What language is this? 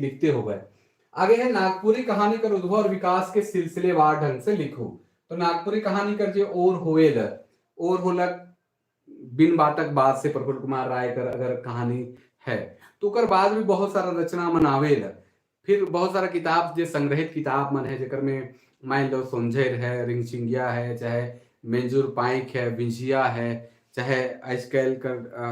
Sadri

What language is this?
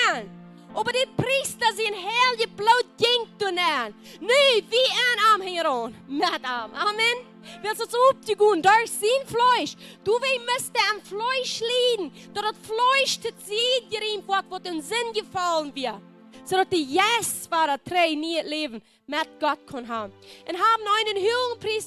Plautdietsch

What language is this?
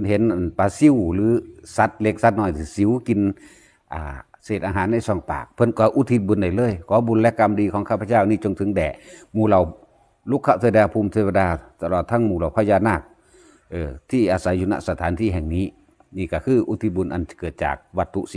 Northeastern Thai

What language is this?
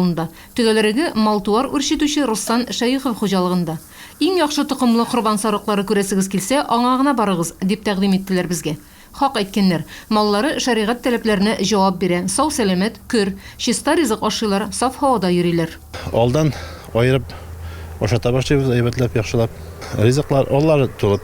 Tatar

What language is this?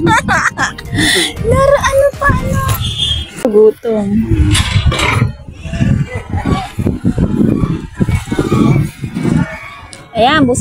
Filipino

